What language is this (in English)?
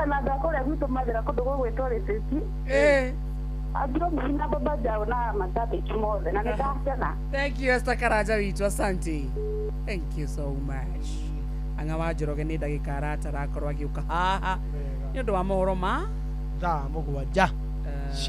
Kikuyu